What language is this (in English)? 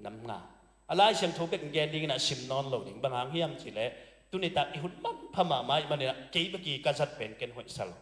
Tedim Chin